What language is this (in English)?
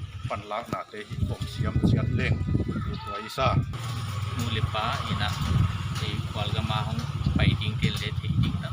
Paite Chin